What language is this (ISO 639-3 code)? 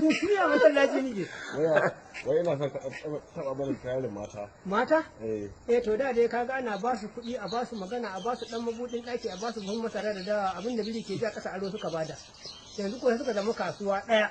hau